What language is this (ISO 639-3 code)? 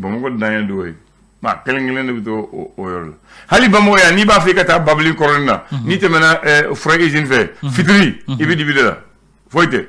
bam